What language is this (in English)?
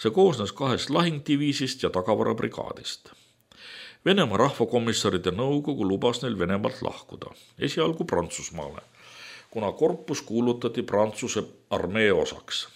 Estonian